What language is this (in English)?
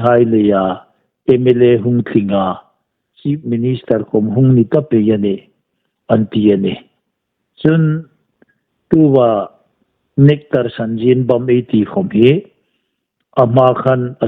Hmar